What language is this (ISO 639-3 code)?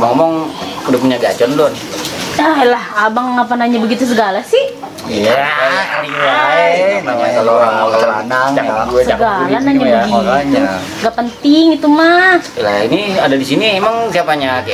bew